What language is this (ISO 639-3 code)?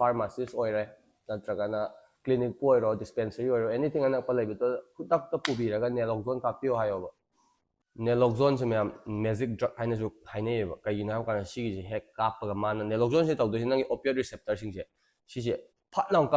mni